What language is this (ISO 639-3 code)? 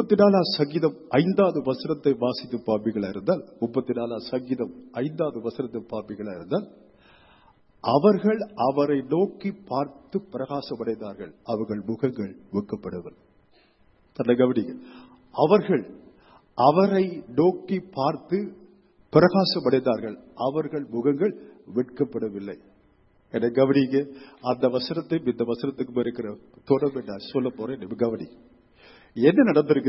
tam